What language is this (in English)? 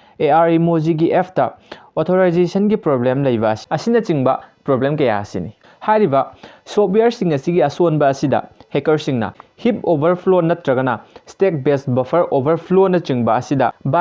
Manipuri